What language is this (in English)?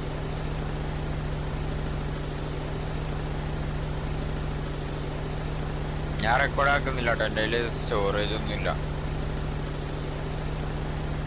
Malayalam